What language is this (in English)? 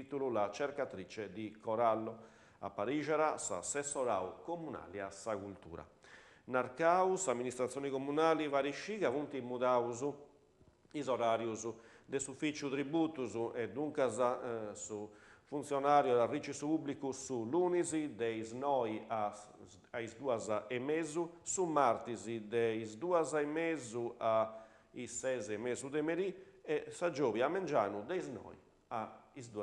Sardinian